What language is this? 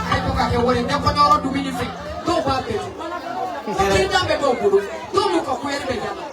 Bambara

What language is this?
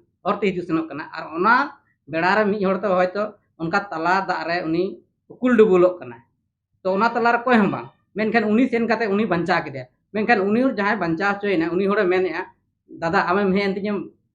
Santali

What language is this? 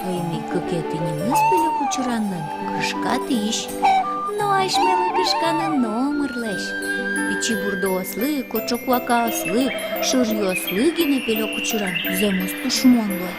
Udmurt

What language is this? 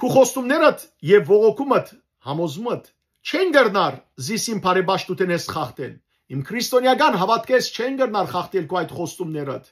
Western Armenian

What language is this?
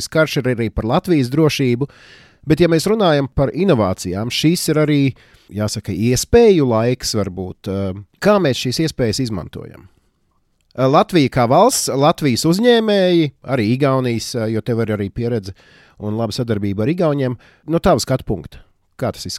Latvian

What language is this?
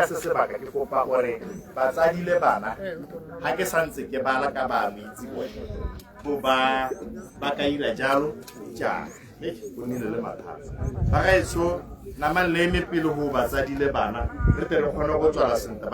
Tswana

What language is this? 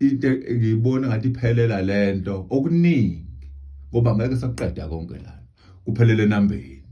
Zulu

